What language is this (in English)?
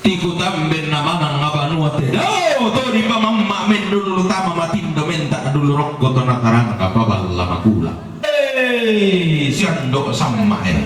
Toraja-Sa'dan